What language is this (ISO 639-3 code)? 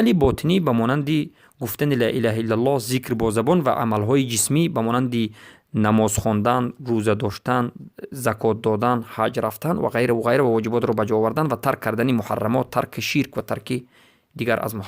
fas